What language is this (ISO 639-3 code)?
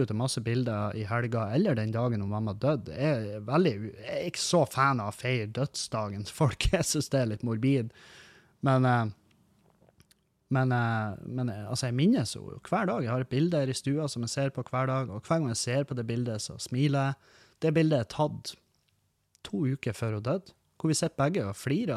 nor